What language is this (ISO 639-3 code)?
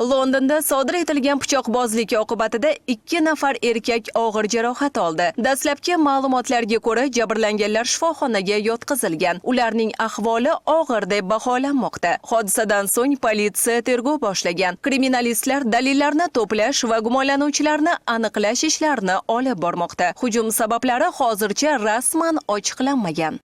uzb